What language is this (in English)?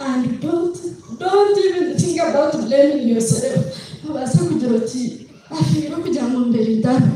Nyankole